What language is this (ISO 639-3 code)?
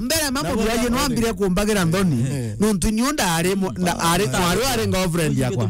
mer